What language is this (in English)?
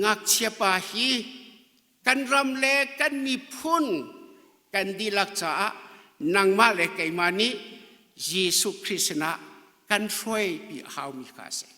Hakha Chin